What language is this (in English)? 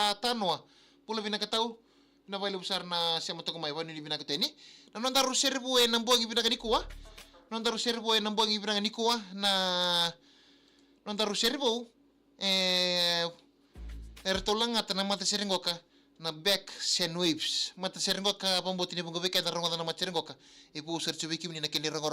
Fijian